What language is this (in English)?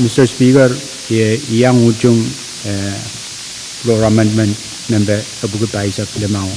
Pohnpeian